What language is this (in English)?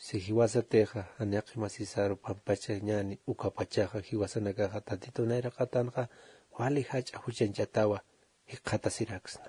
Aymara